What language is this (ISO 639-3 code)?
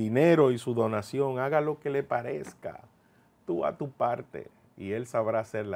spa